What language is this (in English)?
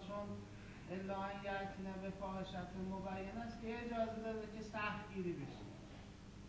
Persian